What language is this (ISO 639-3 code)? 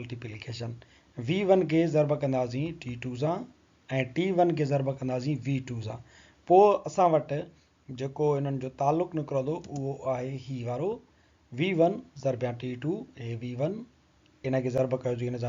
snd